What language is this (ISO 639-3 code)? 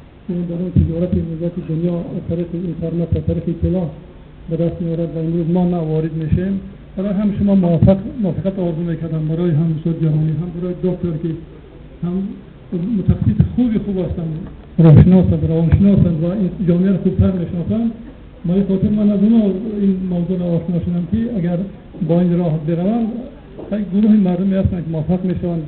tgk